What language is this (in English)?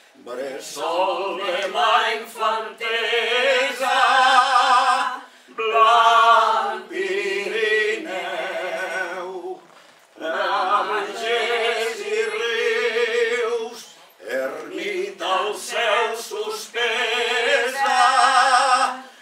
Catalan